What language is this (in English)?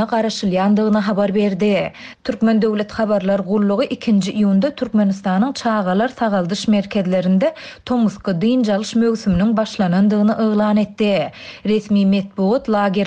Turkmen